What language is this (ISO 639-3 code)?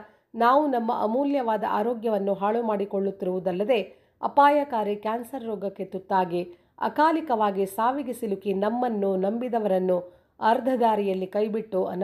kan